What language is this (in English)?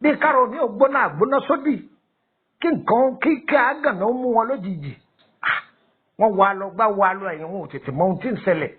Yoruba